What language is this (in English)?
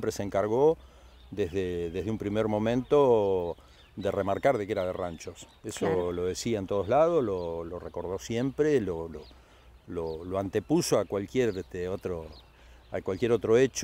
Spanish